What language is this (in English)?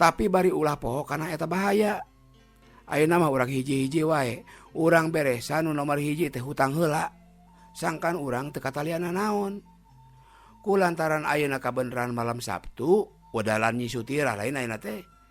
Sundanese